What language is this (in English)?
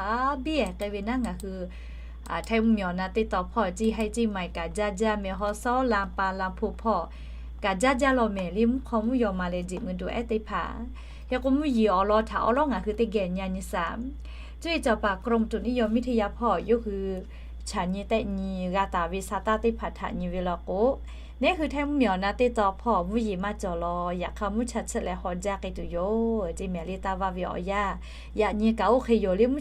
Lahu